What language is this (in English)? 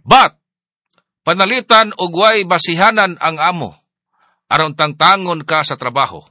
Cebuano